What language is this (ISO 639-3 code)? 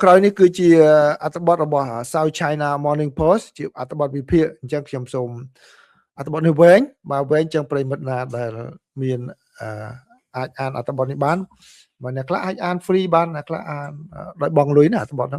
khm